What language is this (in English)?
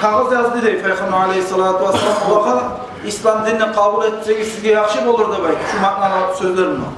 Kumyk